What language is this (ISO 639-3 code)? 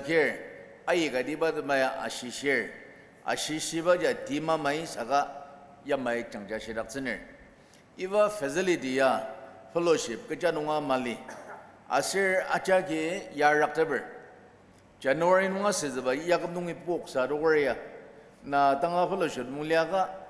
njo